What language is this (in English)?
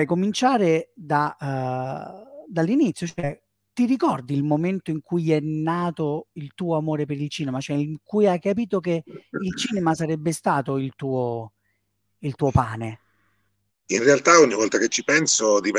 Italian